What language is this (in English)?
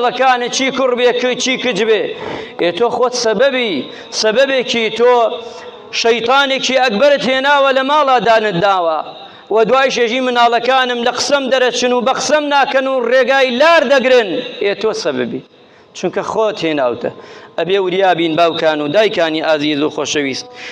Central Kurdish